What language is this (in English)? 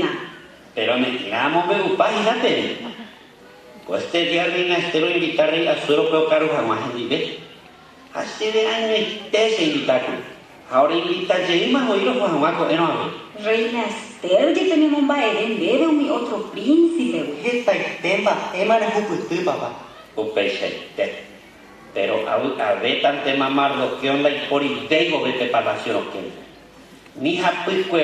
Guarani